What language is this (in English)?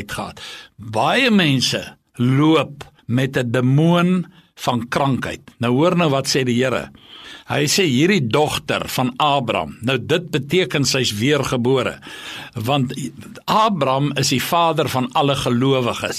Afrikaans